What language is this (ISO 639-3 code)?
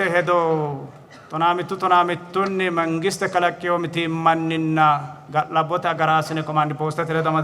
sid